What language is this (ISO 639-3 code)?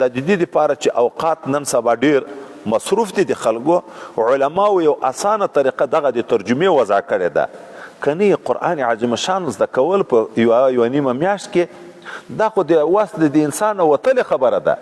pus